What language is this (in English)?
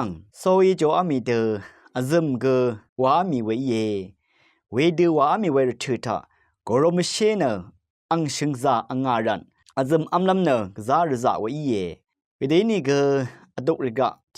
Rawang